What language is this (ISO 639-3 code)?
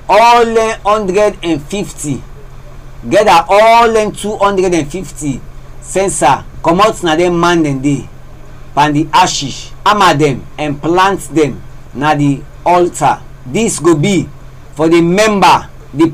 kri